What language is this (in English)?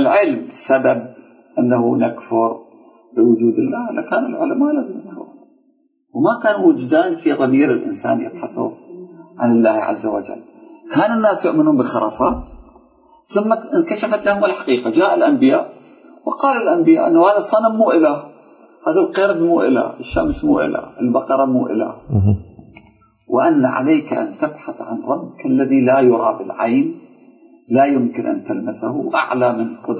Arabic